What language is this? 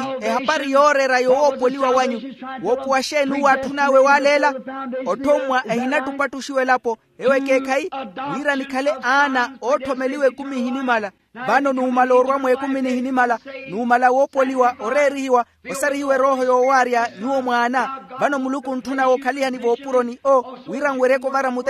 Makhuwa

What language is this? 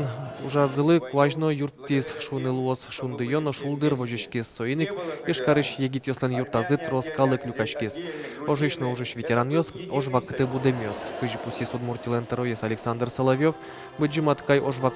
Udmurt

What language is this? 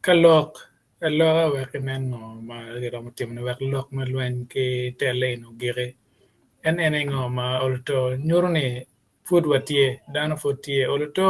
Acoli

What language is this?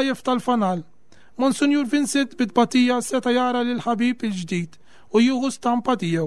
Maltese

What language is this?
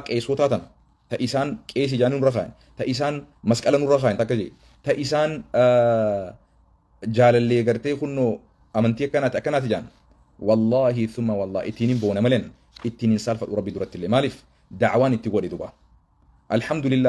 Oromo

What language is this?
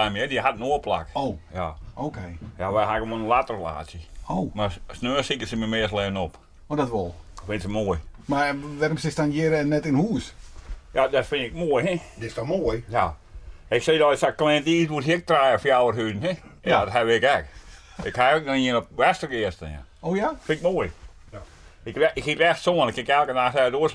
Western Frisian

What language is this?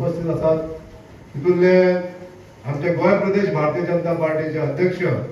Konkani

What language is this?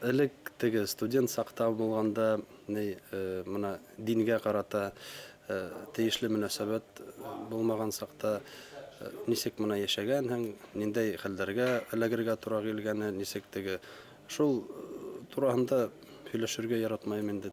Bashkir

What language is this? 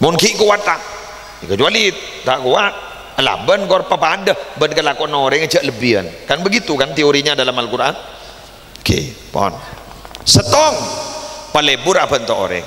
Madurese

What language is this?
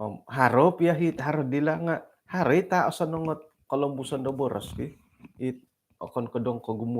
Central Dusun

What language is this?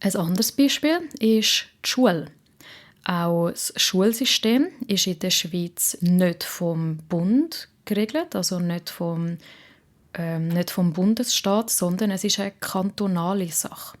Swiss German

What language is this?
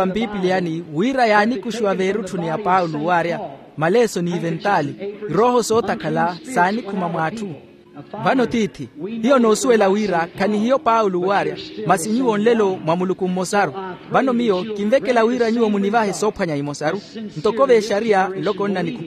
Makhuwa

